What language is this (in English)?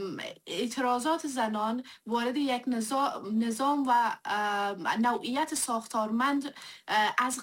Persian